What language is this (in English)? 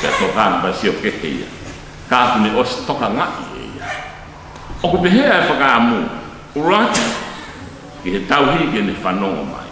Tongan